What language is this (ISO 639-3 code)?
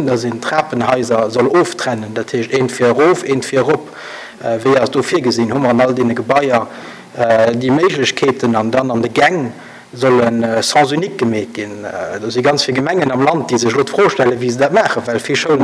ltz